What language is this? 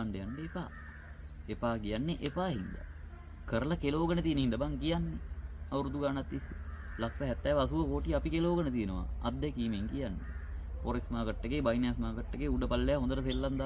Sinhala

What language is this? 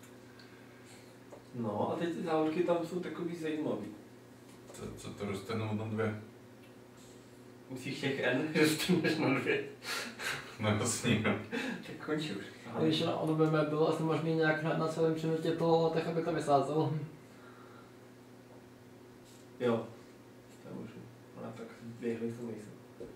Czech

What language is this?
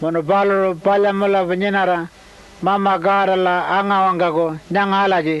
Pitjantjatjara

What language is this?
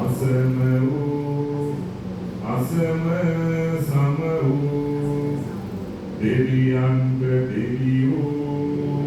Sinhala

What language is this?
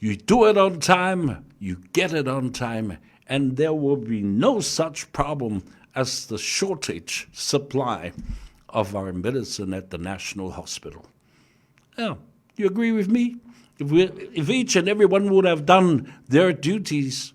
Samoan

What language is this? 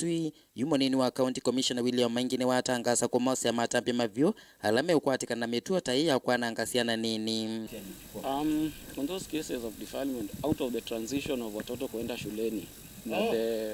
Kamba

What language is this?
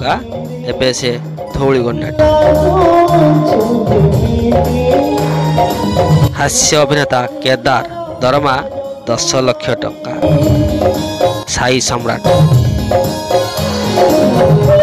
Odia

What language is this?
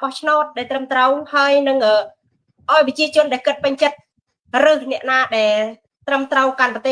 Khmer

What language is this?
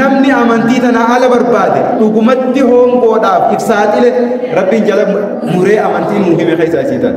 Oromo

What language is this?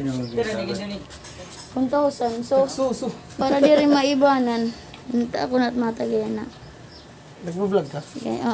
Waray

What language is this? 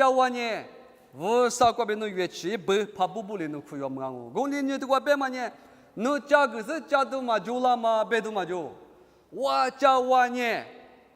Lisu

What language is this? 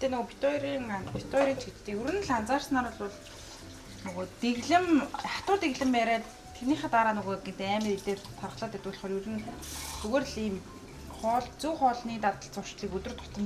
Mongolian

